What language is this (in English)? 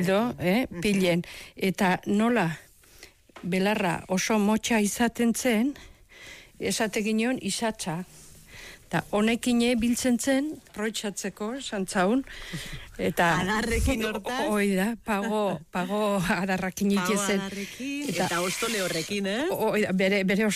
Basque